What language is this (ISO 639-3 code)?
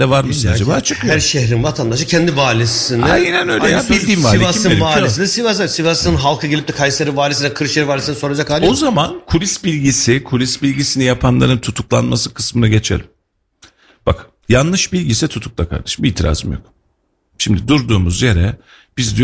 tur